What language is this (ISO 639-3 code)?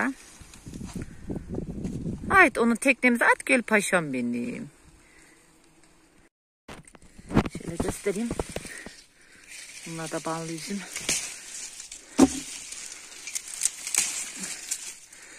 tur